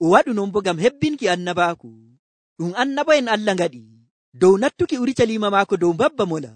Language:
Nigerian Fulfulde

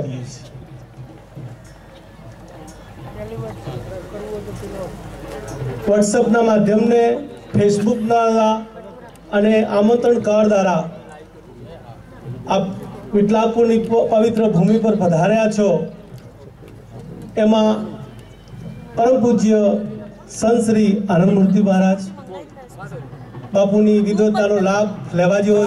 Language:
Gujarati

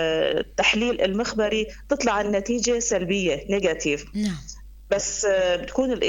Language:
North Levantine Arabic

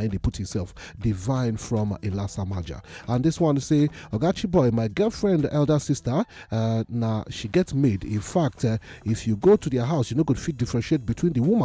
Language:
Nigerian Pidgin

